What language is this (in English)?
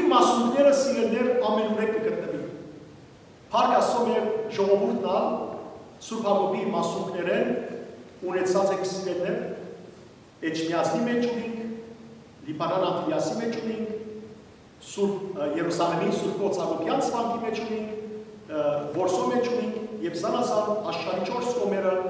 Western Armenian